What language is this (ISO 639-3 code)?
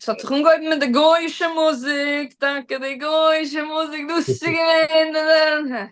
yid